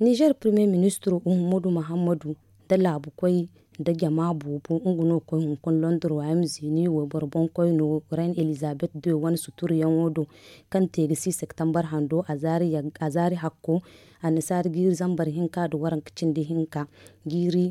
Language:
Zarma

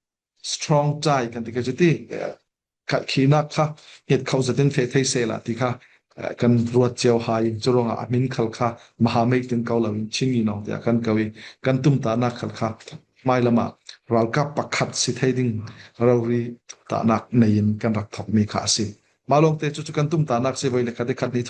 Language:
Falam Chin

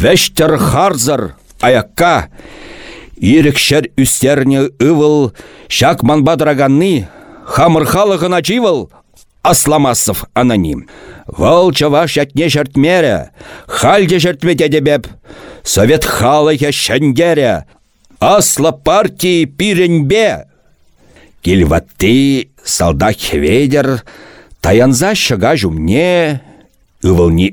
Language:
Chuvash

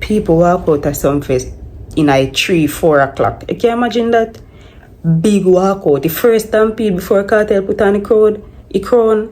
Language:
Jamaican Creole English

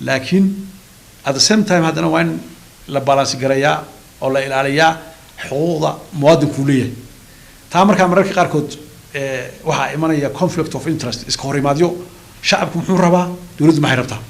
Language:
Somali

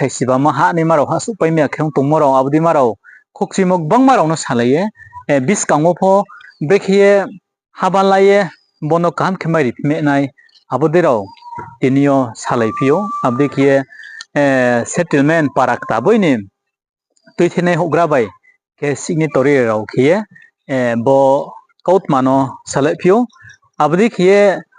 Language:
Riang (India)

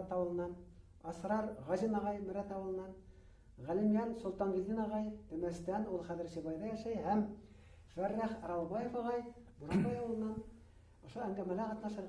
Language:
Bashkir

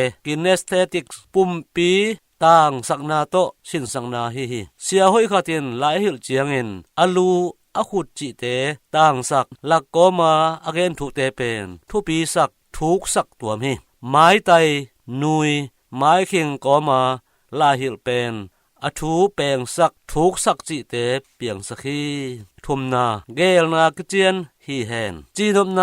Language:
Tedim Chin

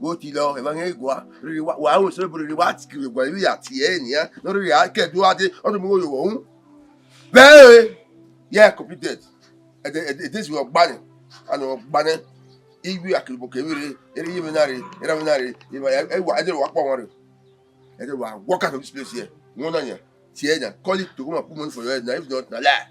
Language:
Bini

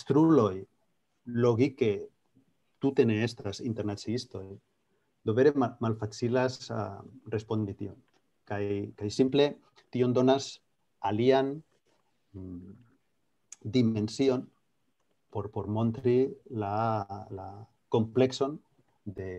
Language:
Esperanto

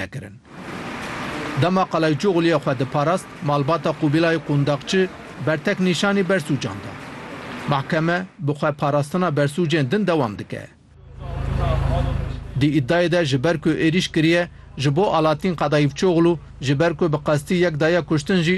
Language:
Kurdish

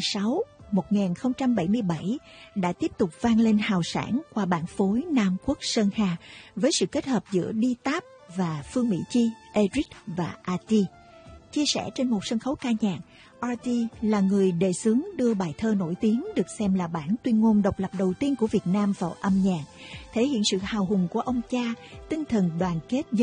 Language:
Vietnamese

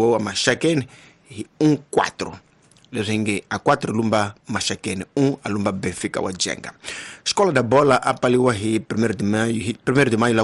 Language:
Tsonga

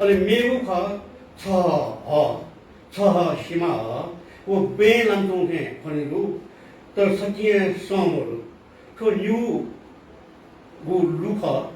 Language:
Newari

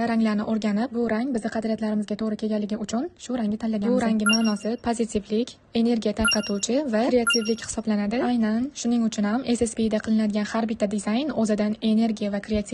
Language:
Uzbek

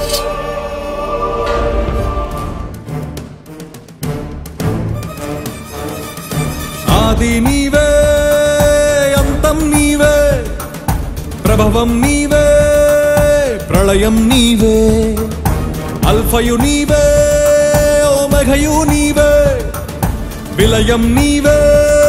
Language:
Telugu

